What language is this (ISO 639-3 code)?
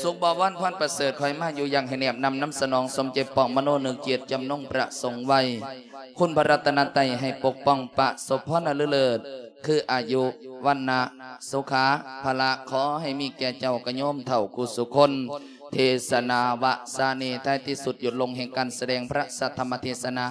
lao